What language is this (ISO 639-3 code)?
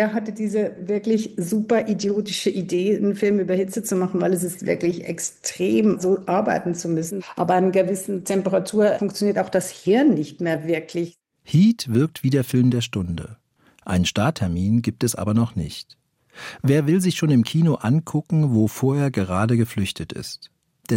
deu